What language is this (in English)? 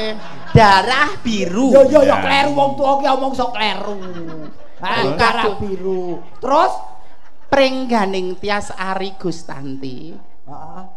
Javanese